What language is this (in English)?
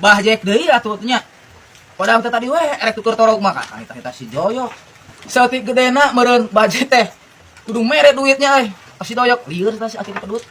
Sundanese